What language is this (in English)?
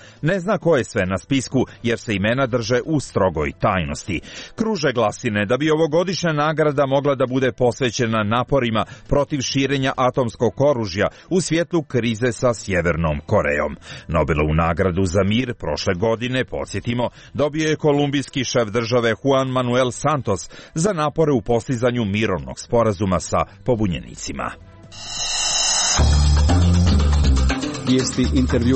Serbian